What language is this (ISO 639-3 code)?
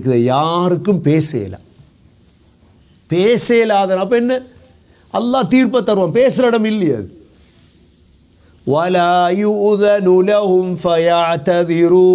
tam